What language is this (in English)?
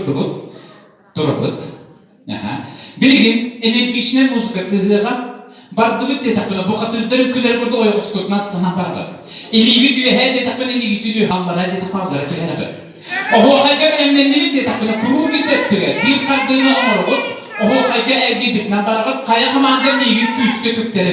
Yakut